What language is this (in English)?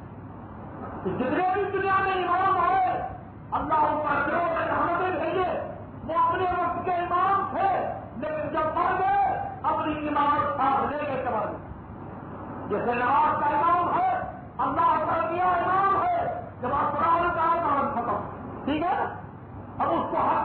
Urdu